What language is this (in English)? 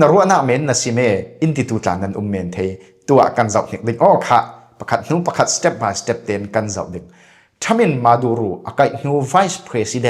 Falam Chin